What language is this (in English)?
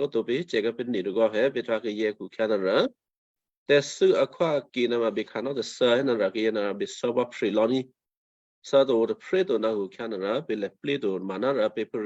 Western Kayah